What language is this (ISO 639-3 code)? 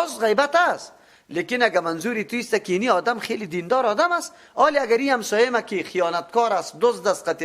fas